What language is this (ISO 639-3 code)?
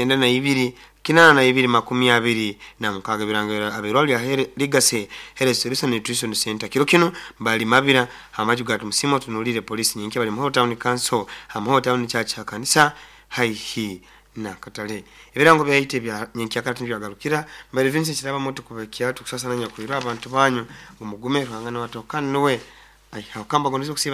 nyo